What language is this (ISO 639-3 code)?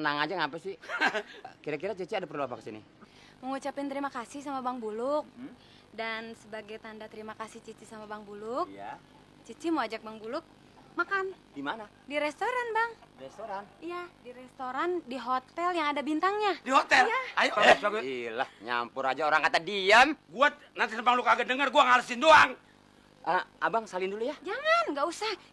bew